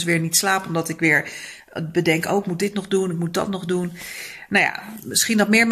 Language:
Dutch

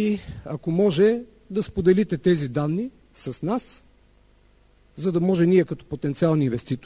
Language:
Bulgarian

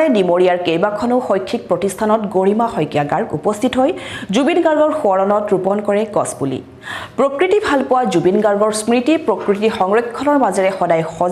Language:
Assamese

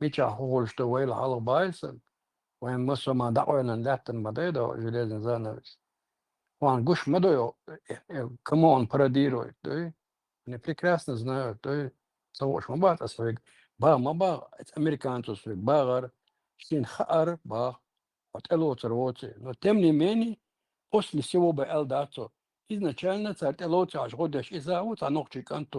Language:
Chechen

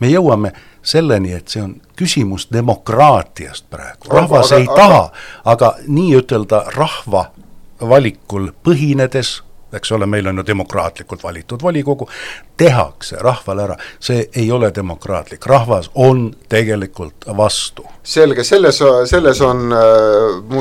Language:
Estonian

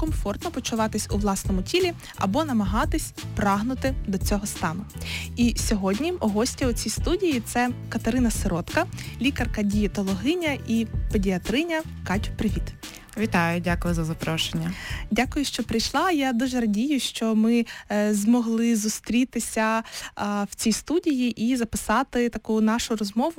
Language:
Ukrainian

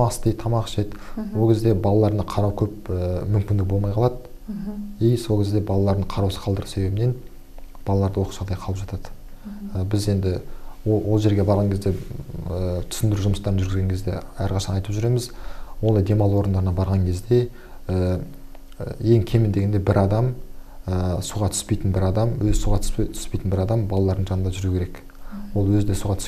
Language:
Kazakh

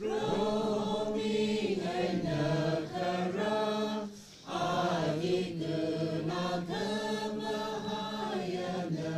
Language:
Tangkhul Naga (India)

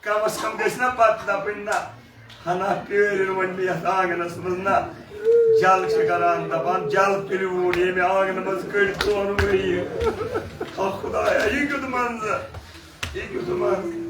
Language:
Kashmiri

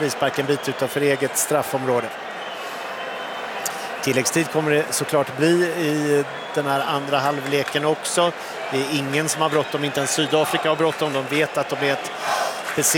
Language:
Swedish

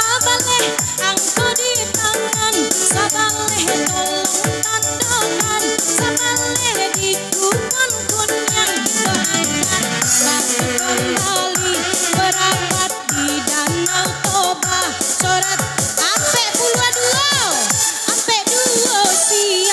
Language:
Minangkabau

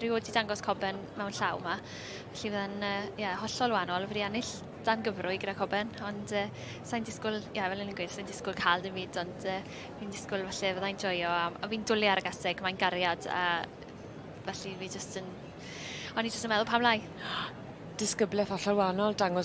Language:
Welsh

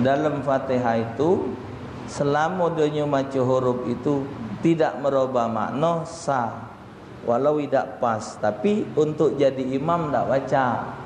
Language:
Musi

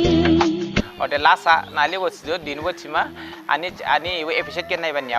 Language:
Dimasa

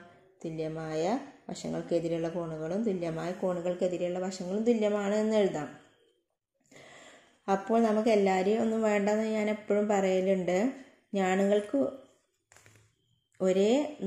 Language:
Malayalam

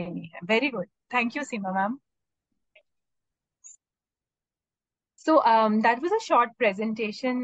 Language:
Hindi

